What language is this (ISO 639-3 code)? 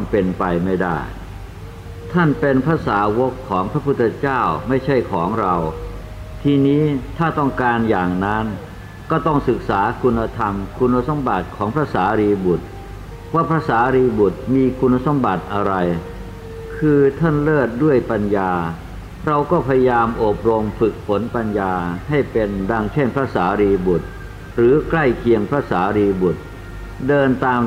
tha